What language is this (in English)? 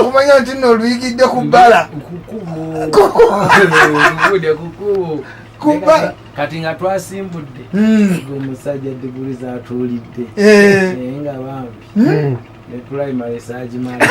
Ganda